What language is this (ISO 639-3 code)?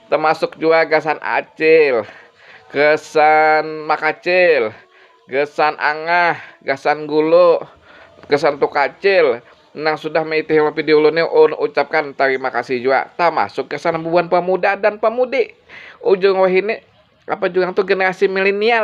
bjn